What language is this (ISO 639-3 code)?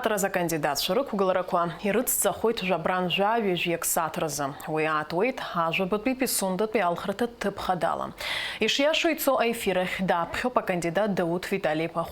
abk